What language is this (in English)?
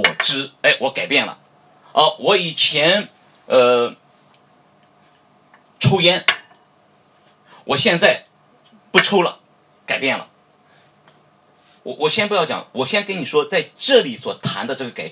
Chinese